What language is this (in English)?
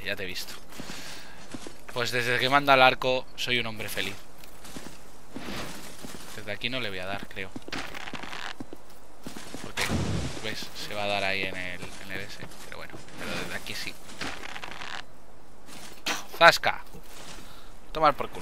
Spanish